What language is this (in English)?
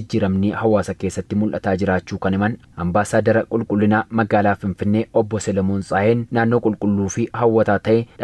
Oromo